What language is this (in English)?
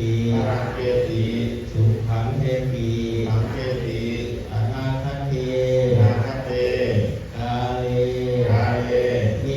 Pali